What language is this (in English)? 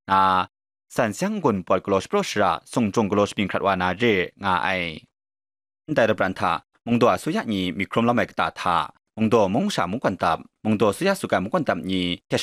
Kachin